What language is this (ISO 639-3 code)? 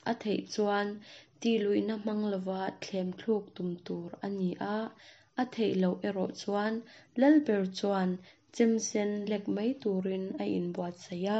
lus